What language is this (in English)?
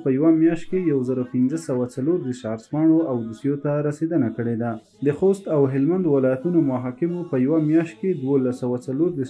Pashto